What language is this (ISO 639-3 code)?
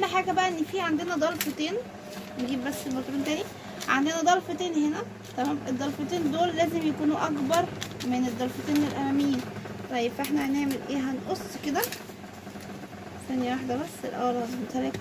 arz